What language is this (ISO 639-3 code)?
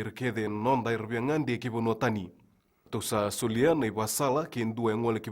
fij